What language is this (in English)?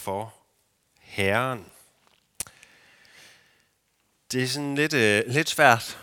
Danish